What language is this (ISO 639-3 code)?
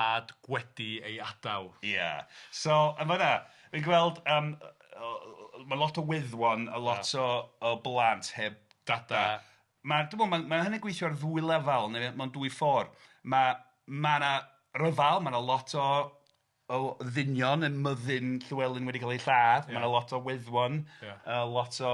cym